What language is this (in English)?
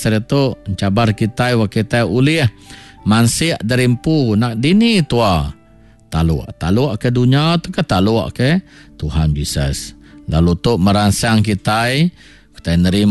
Iban